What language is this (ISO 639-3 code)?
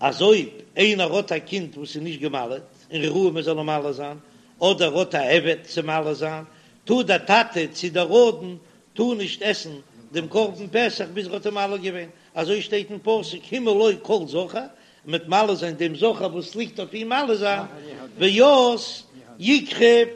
yid